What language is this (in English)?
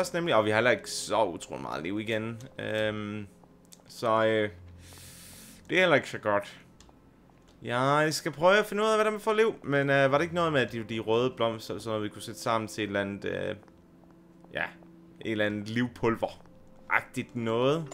Danish